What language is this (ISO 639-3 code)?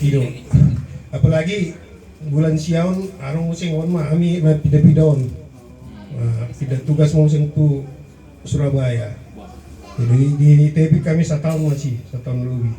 bbc